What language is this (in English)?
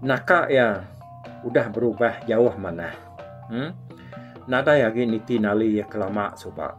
Iban